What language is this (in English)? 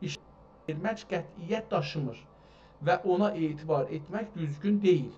South Azerbaijani